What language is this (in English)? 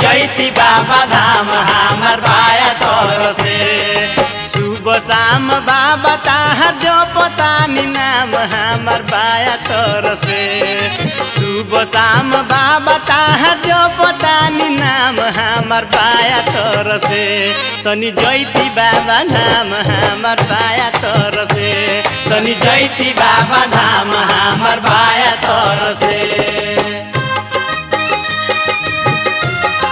Bhojpuri